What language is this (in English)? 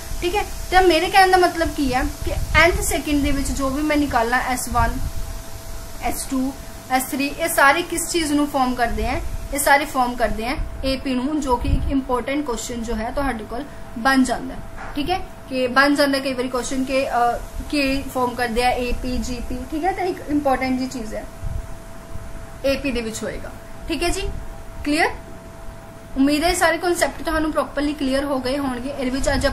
Punjabi